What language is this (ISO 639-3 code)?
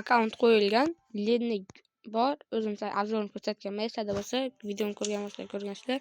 uzb